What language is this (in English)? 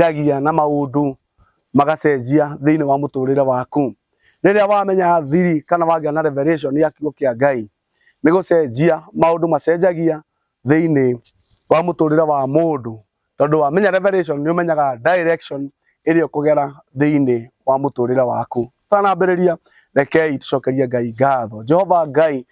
Kikuyu